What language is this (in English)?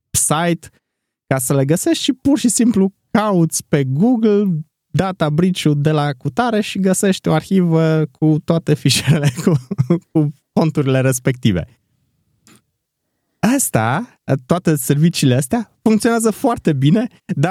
Romanian